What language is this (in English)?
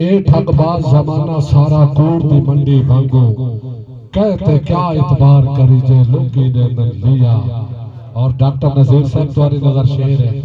Saraiki